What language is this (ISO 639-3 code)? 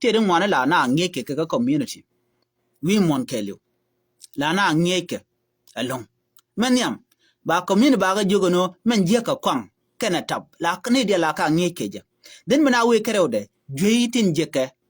nus